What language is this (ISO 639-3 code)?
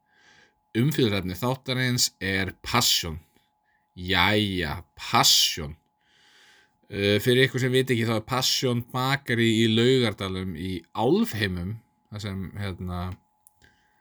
isl